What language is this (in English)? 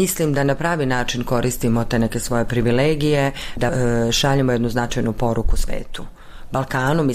Bosnian